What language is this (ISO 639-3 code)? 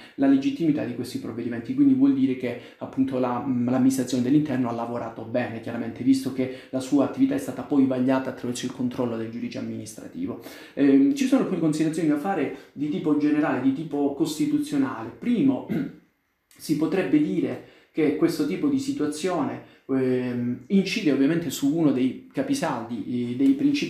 ita